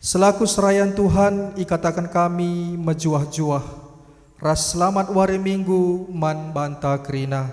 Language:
Batak Karo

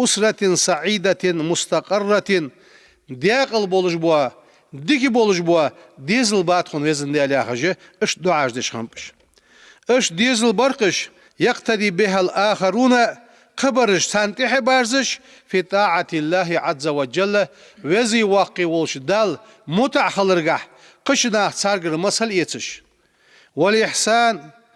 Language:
Ingush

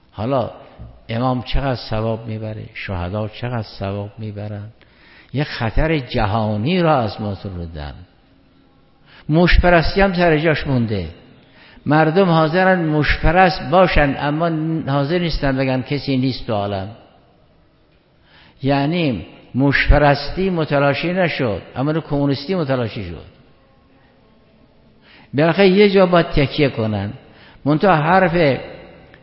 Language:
Persian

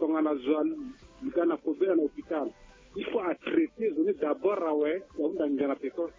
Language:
Sango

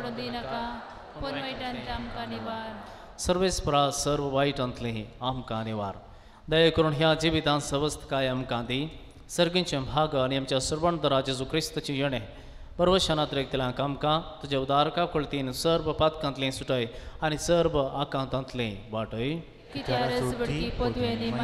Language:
Konkani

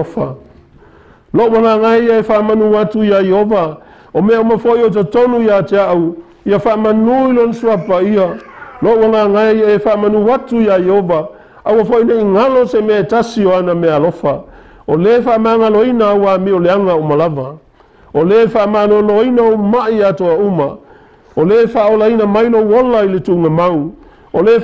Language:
Samoan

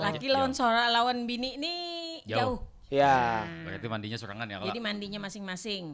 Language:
Banjar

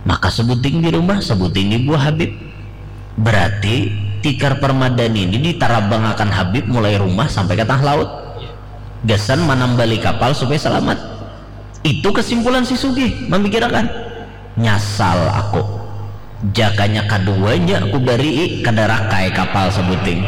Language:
Banjar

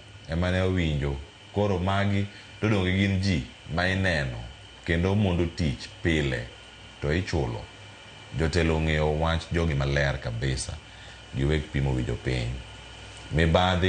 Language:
Luo (Kenya and Tanzania)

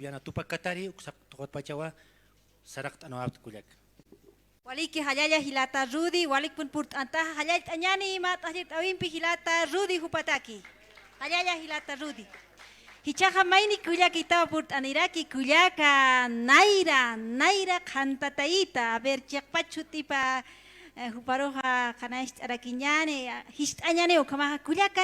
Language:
Aymara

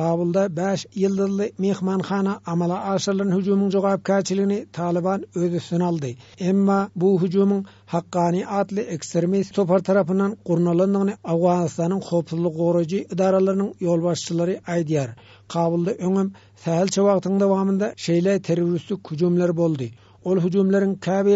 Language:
Turkmen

